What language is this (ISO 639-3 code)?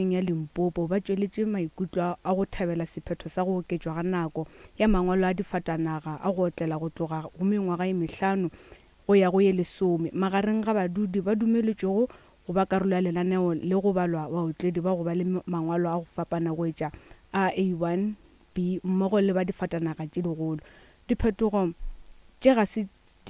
nso